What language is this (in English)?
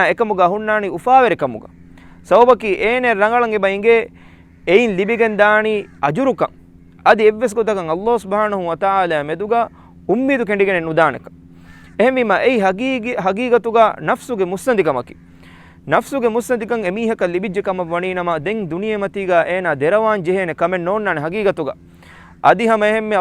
Divehi